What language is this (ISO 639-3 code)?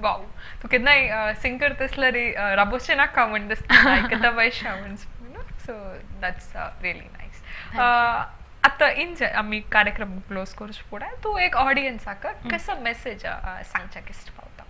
kok